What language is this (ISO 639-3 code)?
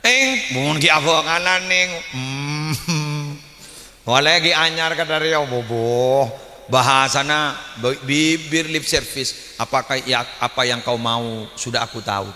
mad